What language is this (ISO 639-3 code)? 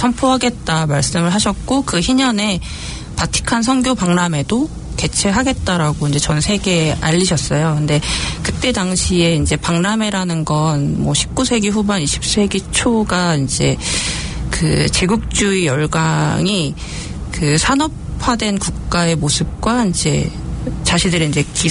kor